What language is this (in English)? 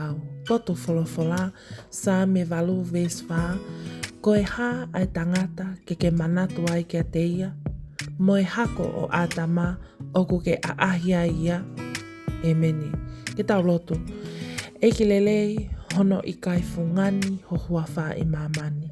Tongan